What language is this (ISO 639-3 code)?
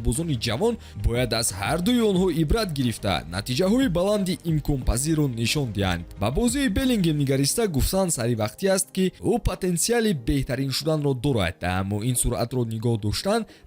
tgk